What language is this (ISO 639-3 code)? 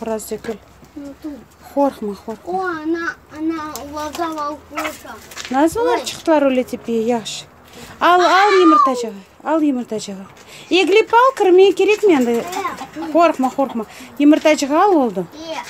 crh